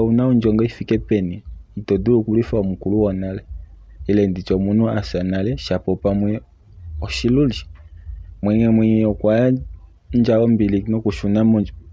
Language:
Kuanyama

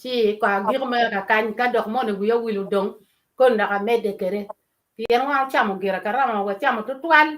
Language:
Acoli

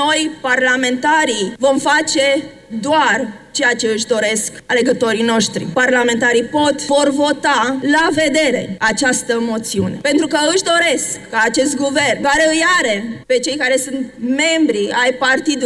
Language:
Romanian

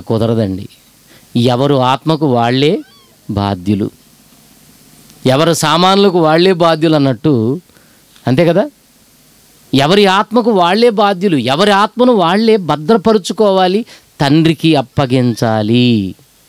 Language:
Telugu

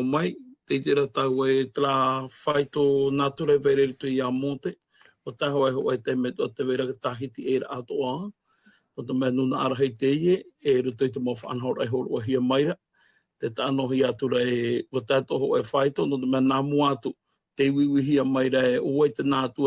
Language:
Tahitian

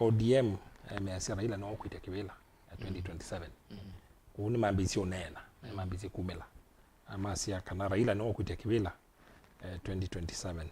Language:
Kamba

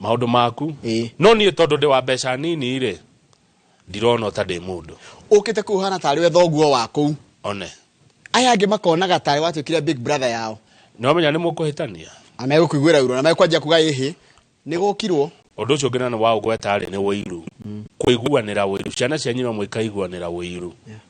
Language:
Kikuyu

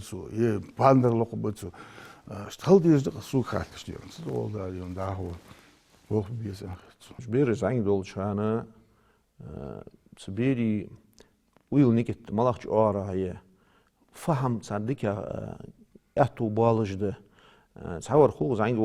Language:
Ingush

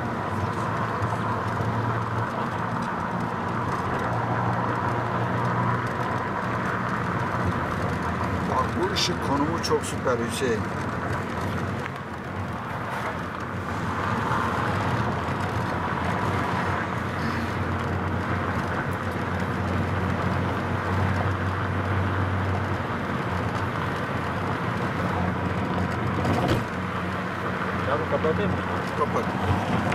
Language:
Turkish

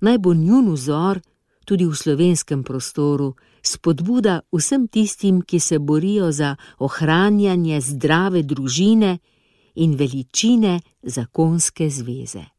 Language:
Slovenian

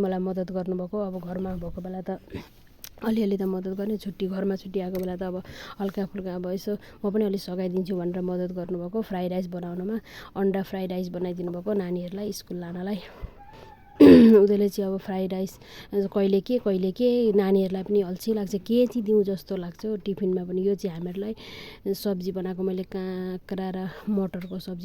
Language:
Nepali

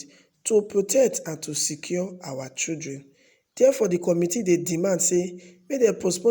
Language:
Nigerian Pidgin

